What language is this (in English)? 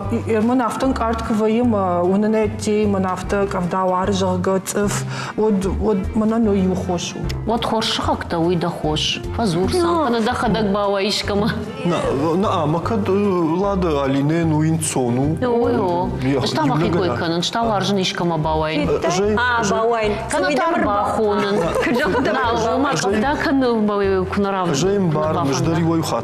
Ossetic